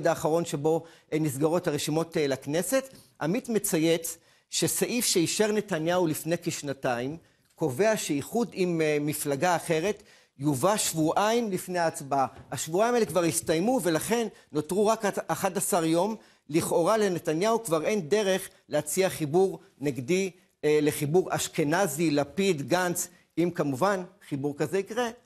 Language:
Hebrew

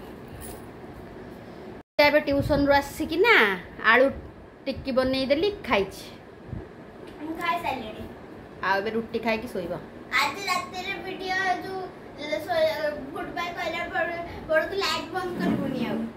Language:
Sambalpuri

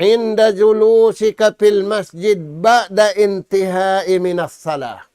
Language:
Tausug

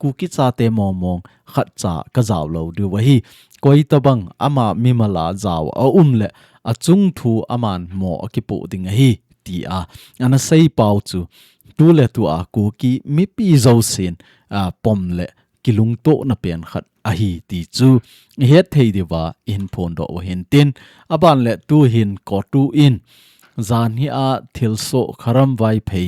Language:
Thado Chin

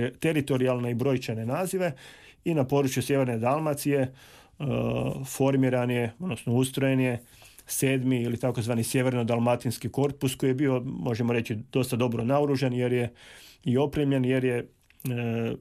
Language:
Croatian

